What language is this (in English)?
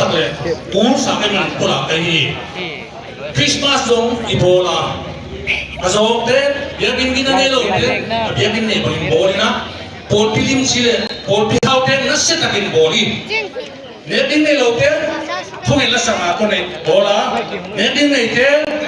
Tedim Chin